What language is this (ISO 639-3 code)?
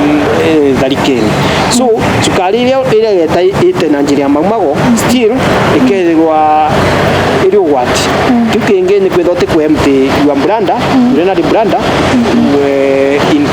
mer